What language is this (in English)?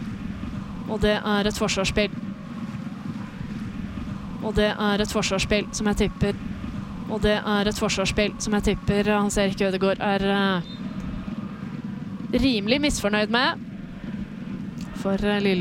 Norwegian